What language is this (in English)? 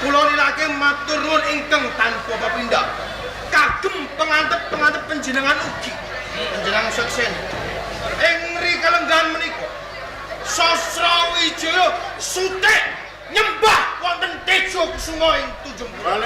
Javanese